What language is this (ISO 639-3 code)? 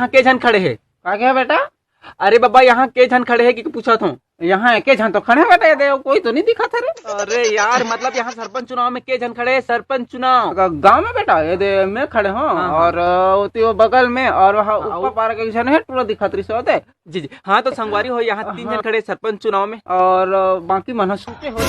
hne